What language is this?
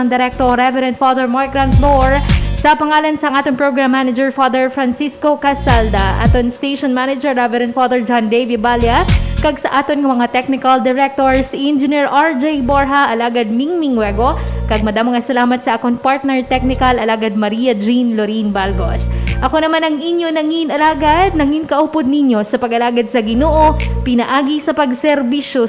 Hiligaynon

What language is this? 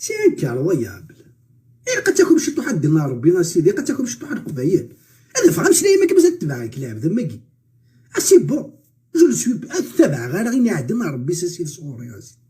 Kabyle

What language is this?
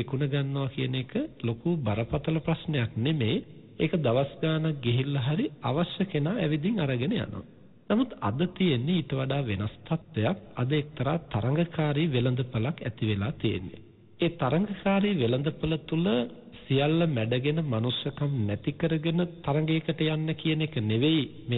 Sinhala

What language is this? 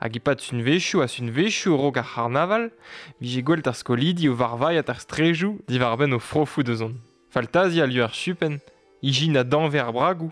Breton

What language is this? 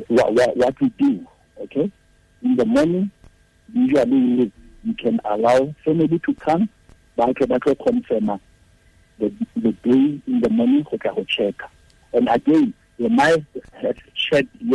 Tswana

